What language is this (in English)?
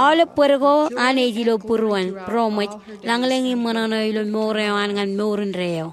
Marshallese